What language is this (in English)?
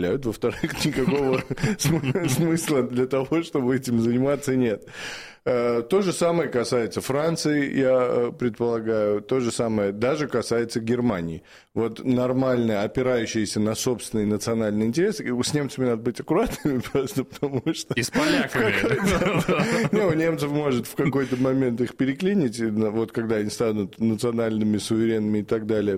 Russian